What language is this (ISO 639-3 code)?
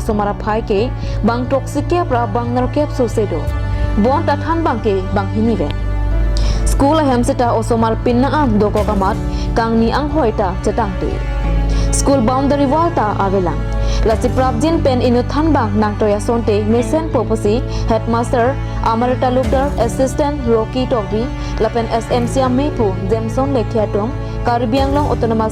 mjw